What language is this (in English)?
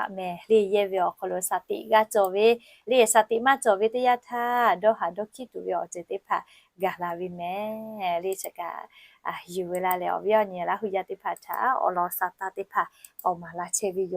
Lahu